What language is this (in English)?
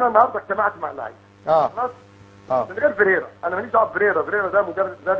Egyptian Arabic